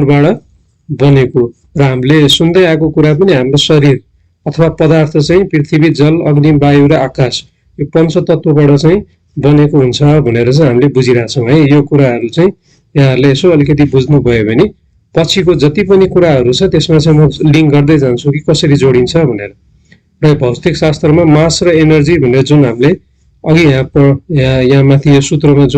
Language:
Nepali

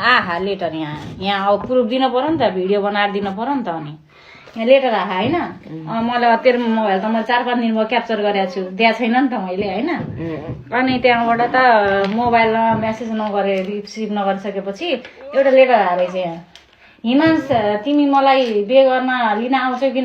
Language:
Nepali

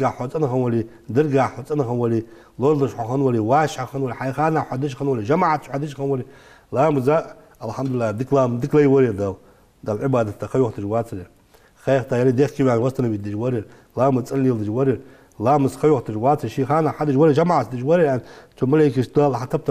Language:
Ingush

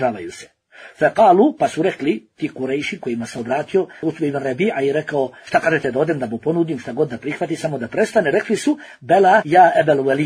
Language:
Bosnian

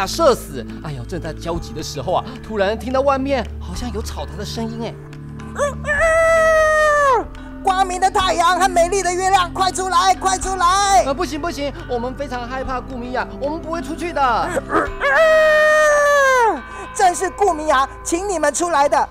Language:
Chinese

